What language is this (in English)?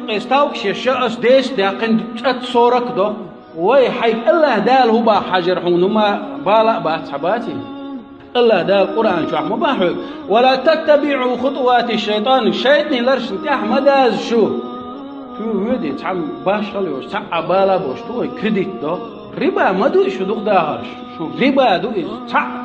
Chechen